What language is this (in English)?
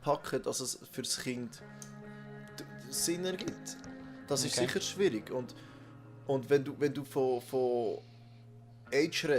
Swiss German